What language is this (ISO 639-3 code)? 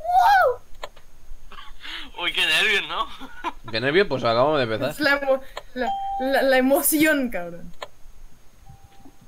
spa